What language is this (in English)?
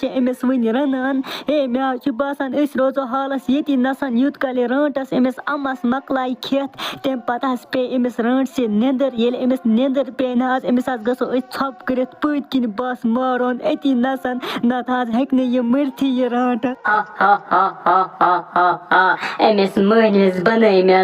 Kashmiri